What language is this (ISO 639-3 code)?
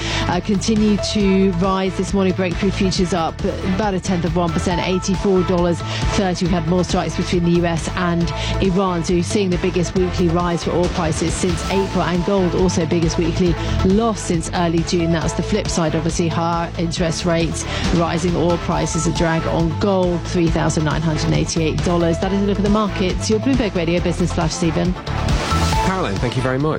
eng